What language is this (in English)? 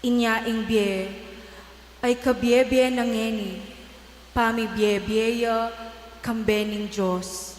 Pampanga